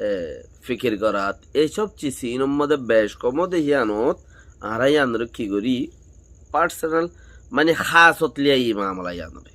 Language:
Rohingya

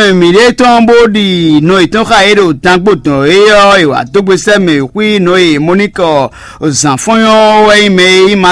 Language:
Fon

